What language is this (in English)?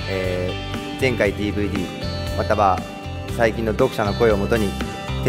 Japanese